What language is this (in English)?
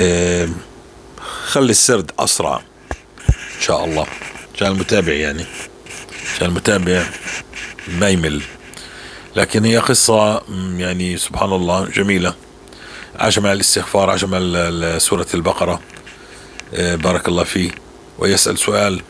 North Levantine Arabic